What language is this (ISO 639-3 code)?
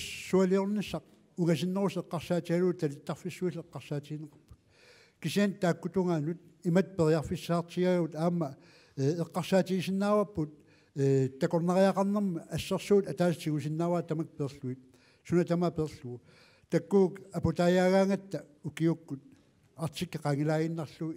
kal